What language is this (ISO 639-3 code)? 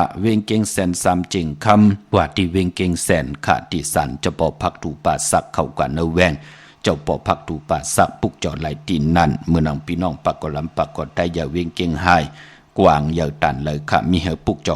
shn